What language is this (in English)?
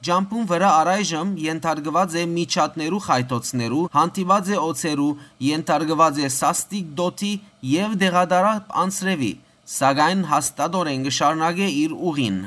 Western Armenian